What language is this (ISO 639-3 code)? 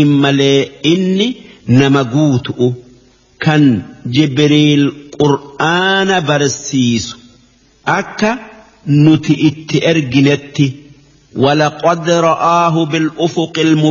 orm